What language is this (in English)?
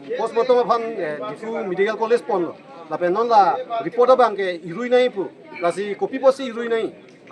Karbi